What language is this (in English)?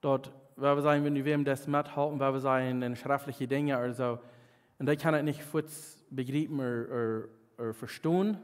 Plautdietsch